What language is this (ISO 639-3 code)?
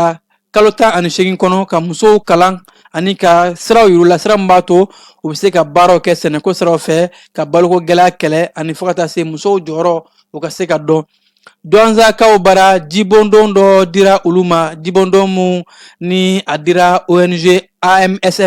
bam